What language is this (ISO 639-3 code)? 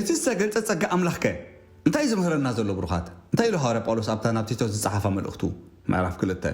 tir